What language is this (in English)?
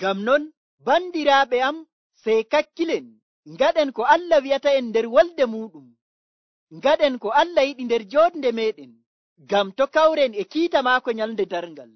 Nigerian Fulfulde